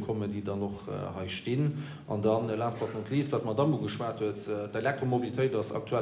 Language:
Luxembourgish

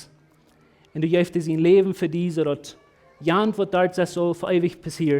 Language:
Plautdietsch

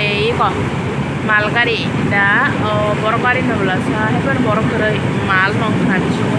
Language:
Kok Borok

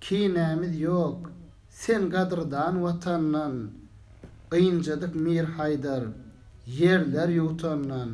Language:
Turkmen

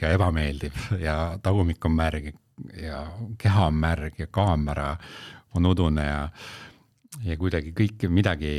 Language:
Estonian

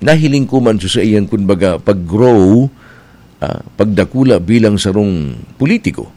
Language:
Bikol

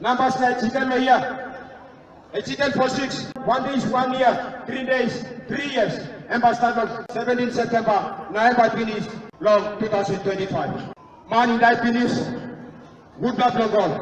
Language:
Tok Pisin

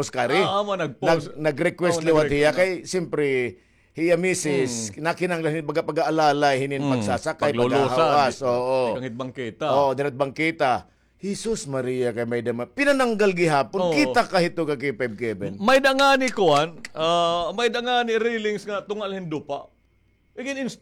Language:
Waray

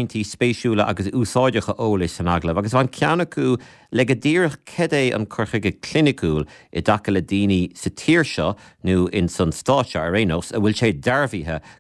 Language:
Irish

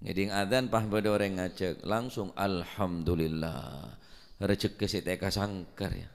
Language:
Madurese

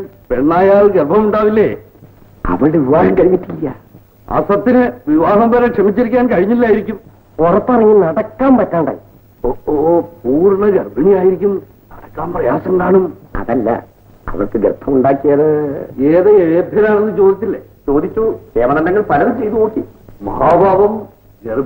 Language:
Malayalam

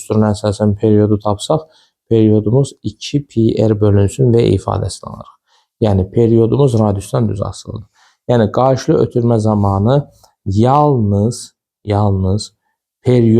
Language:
Azerbaijani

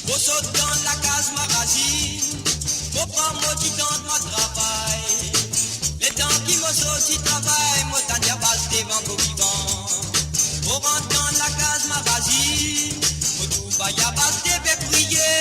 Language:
Morisyen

